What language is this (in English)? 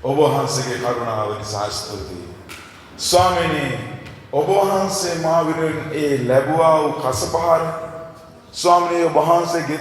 Sinhala